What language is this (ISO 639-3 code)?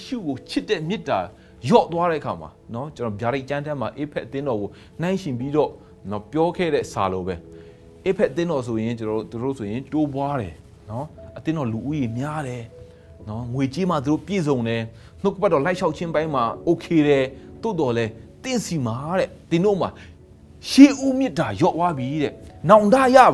mya